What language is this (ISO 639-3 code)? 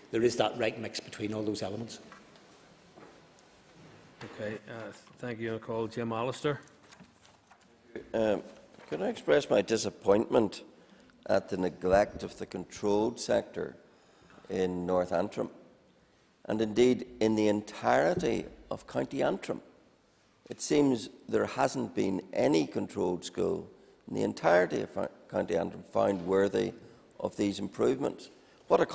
eng